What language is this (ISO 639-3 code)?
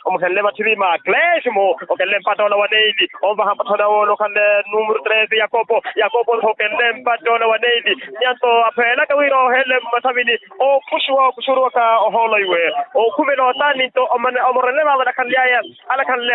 vmw